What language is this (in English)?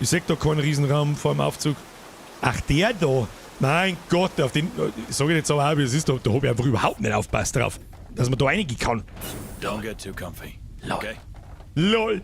Bavarian